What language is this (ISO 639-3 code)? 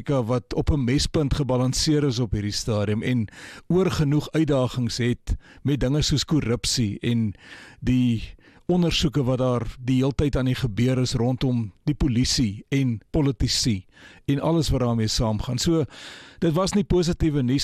afr